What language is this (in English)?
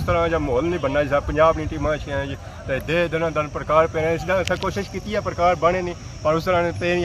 Pahari-Potwari